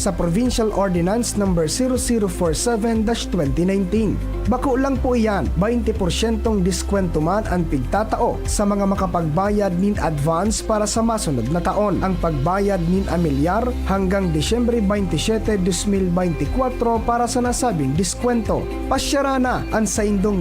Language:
Bikol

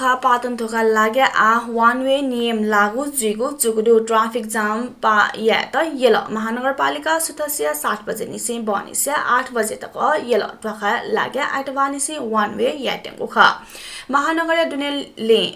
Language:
Newari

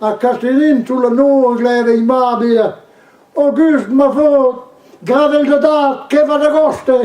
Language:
Breton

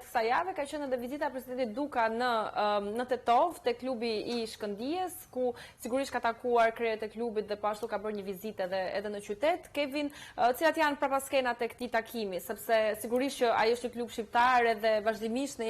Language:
Albanian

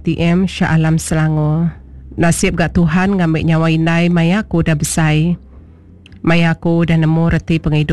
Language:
Iban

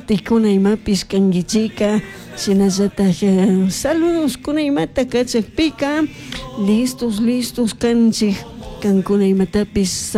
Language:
Chimborazo Highland Quichua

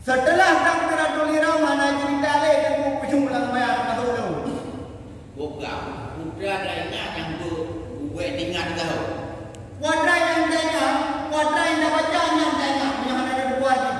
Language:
Achinese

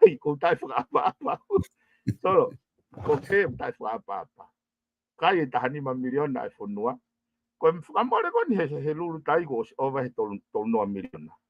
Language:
Tongan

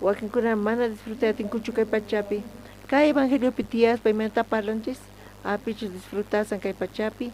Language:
South Bolivian Quechua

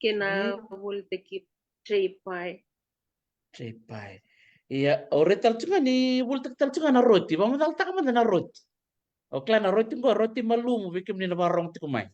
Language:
Fijian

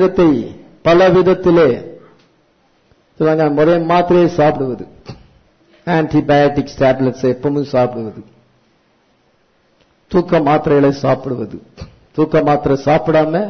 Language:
Tamil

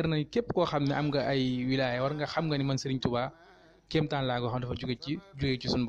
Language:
Wolof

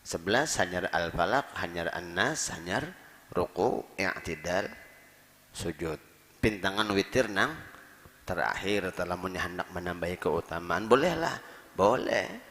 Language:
Banjar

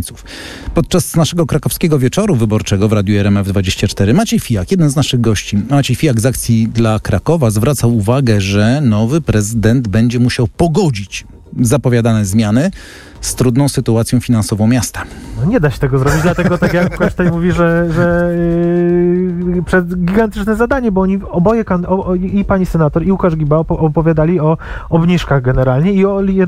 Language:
Polish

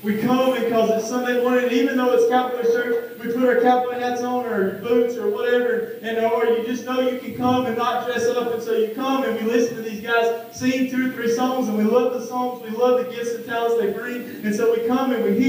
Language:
English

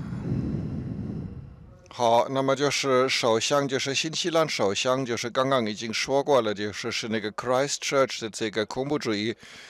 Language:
Chinese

